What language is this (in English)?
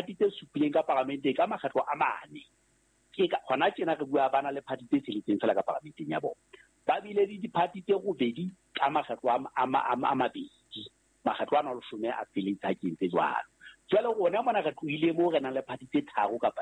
Southern Sotho